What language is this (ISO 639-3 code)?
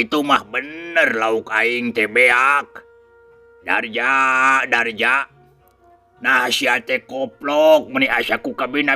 sun